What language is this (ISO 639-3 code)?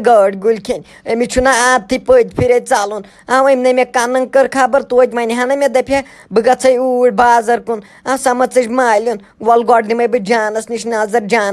kas